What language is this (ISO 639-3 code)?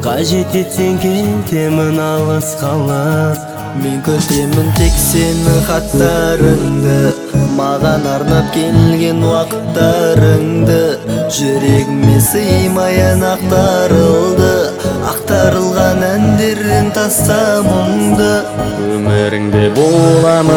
kaz